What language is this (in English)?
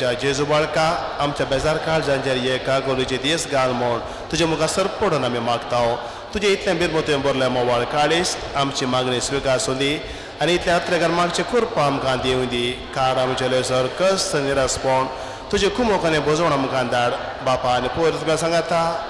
Konkani